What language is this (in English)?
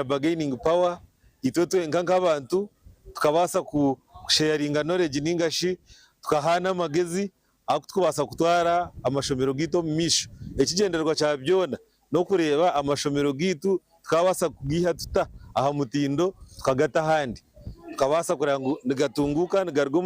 Nyankole